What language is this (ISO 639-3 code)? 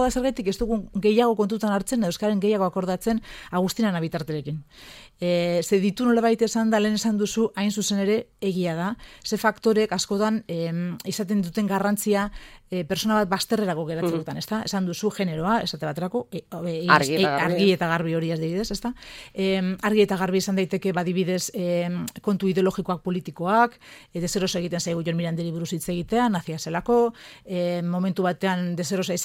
eus